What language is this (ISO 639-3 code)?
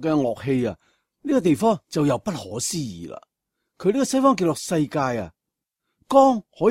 yue